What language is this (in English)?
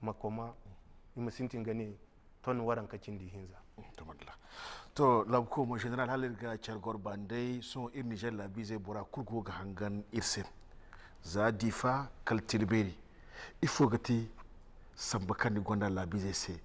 Zarma